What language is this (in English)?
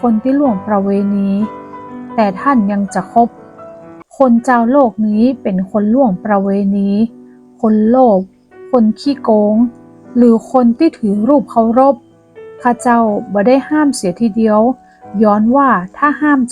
Northern Thai